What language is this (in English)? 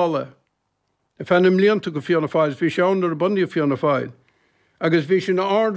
Irish